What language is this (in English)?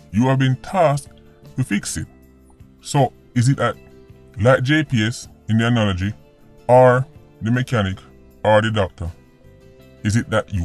Jamaican Creole English